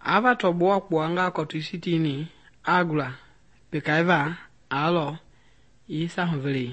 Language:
Mende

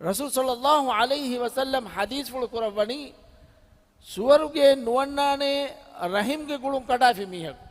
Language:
Divehi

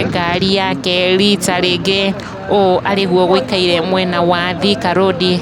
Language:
Kikuyu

